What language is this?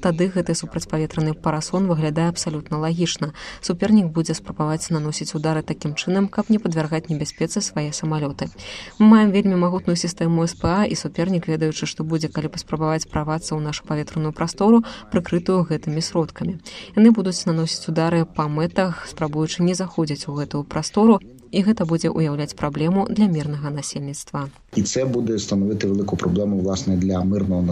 Belarusian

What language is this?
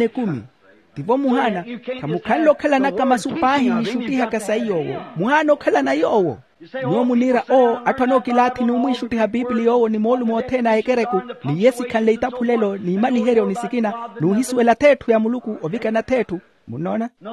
Makhuwa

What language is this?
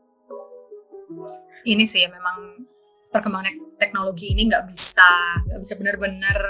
Indonesian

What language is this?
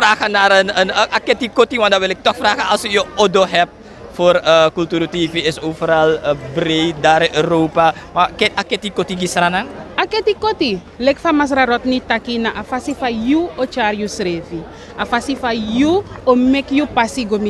Sranan Tongo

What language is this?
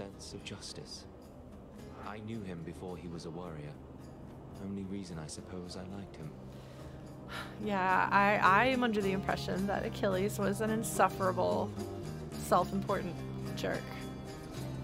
English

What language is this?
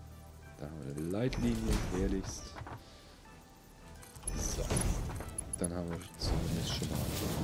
German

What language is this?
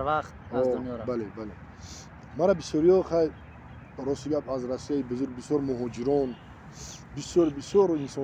Tajik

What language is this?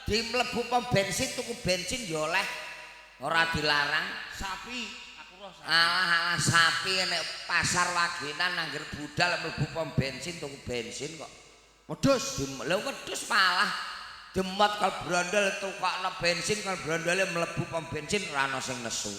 Javanese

